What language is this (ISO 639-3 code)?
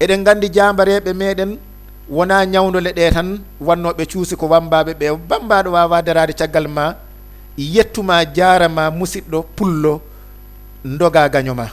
ful